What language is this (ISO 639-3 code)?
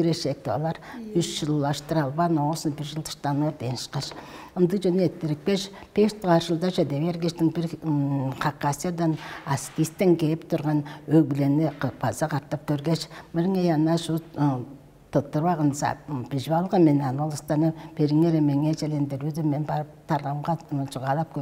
tyv